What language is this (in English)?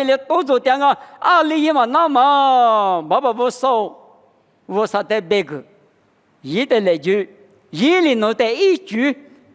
Lisu